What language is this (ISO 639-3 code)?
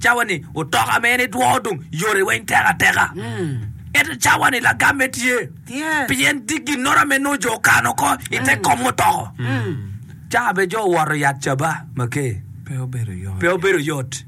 ach